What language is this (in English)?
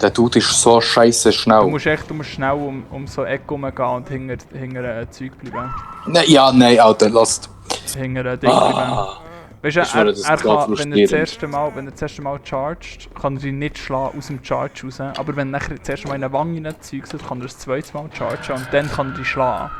Swiss German